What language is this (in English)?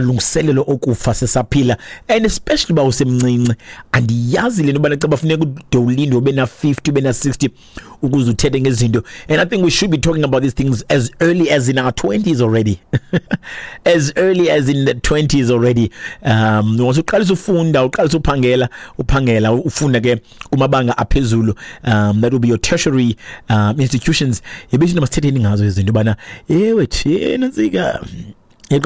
Xhosa